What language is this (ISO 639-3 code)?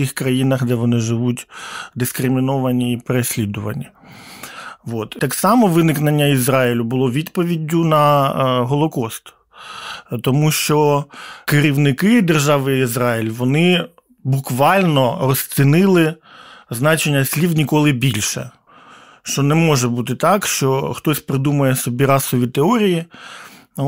ukr